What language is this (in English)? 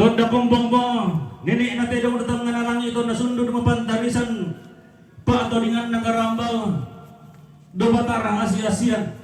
Toraja-Sa'dan